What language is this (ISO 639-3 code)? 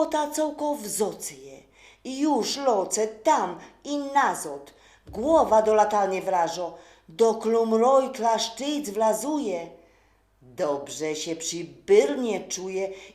szl